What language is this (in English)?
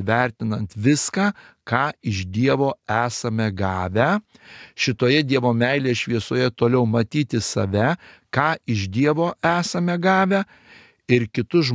Lithuanian